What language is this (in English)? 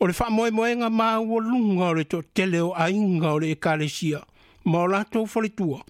Samoan